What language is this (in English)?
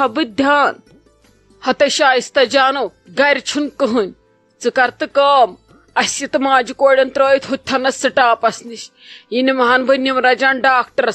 Kashmiri